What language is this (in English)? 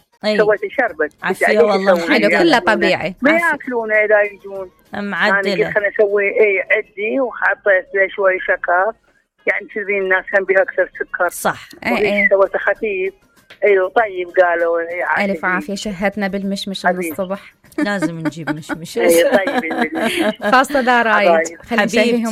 Mesopotamian Arabic